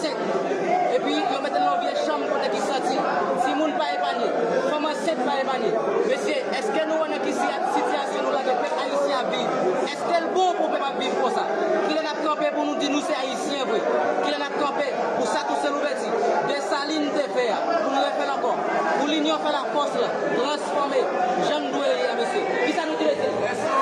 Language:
Haitian Creole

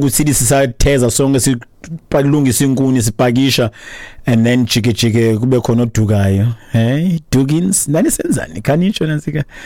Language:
Xhosa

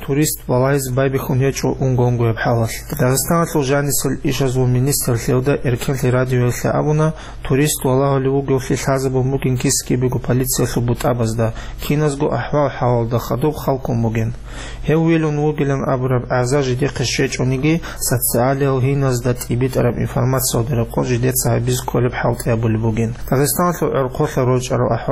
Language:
Avaric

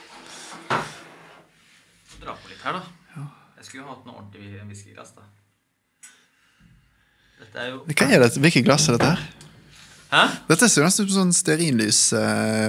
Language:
Norwegian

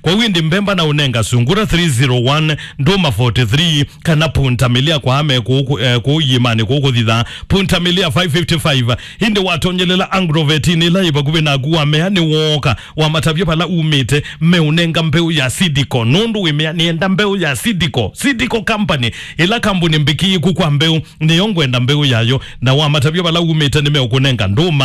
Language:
Kamba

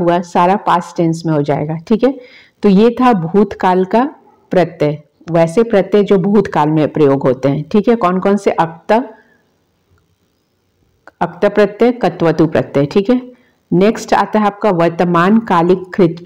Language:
Hindi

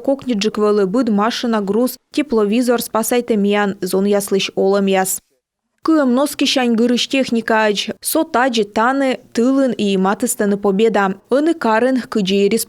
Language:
Komi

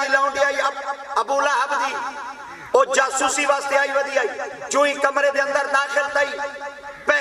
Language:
Saraiki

